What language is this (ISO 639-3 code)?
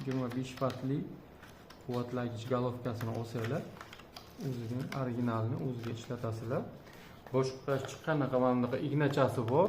uzb